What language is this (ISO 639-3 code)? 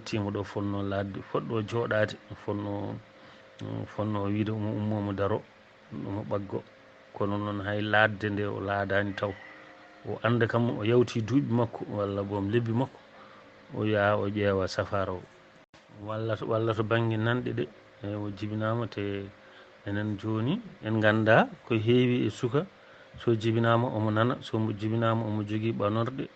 ful